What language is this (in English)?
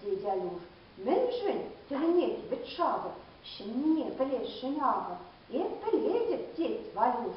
Chuvash